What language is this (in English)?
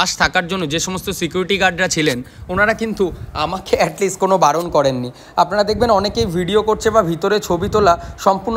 Bangla